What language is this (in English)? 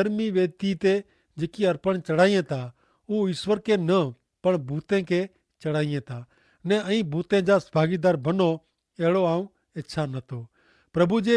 Kachhi